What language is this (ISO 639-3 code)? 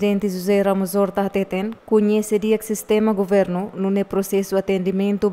tet